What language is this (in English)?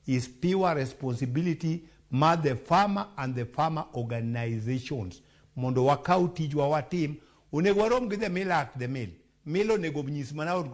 Luo (Kenya and Tanzania)